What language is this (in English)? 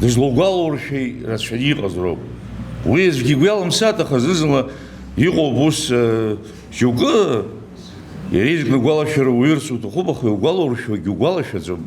Abkhazian